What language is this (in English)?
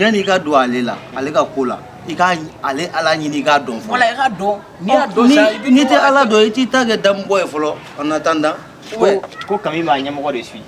Bambara